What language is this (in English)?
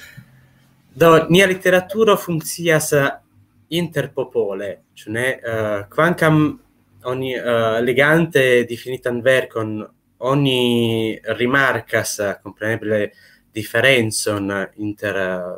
Esperanto